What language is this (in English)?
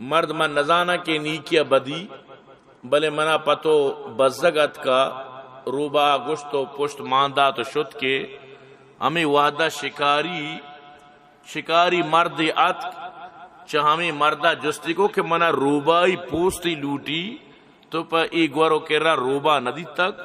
Baluchi